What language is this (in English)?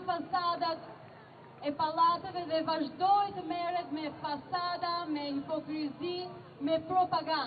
Albanian